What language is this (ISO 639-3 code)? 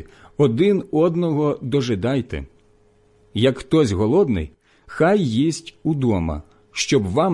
ukr